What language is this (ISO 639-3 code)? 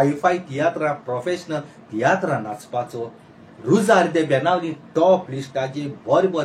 kok